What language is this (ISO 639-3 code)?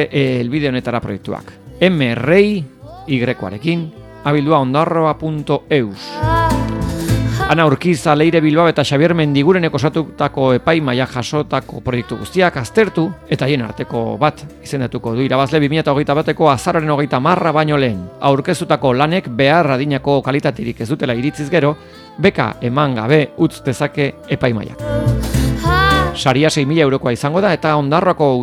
eus